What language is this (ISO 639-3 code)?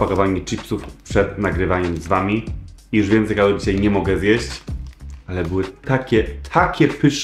pol